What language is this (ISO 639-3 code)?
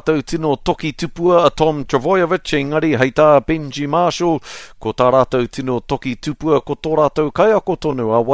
mri